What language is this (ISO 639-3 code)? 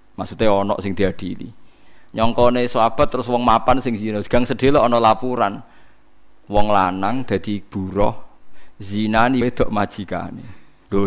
jav